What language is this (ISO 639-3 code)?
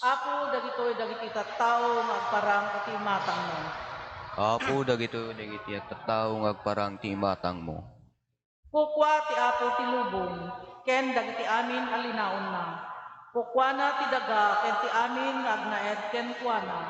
ilo